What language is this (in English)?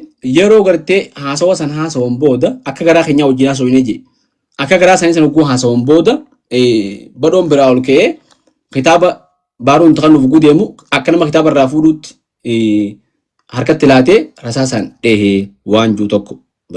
Oromo